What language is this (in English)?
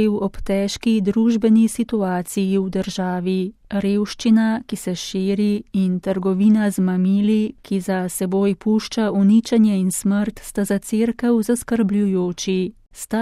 Slovenian